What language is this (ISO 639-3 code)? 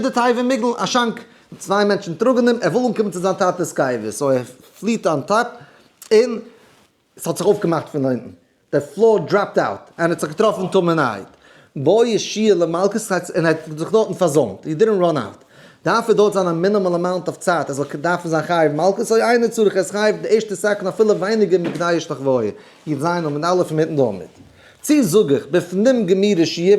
yid